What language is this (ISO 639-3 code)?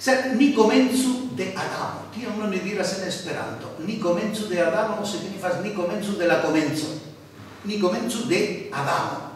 epo